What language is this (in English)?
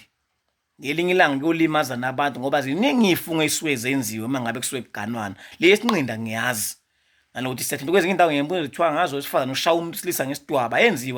Zulu